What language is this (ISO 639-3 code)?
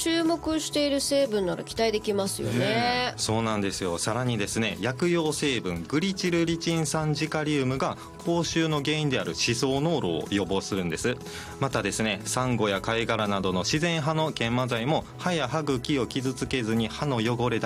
jpn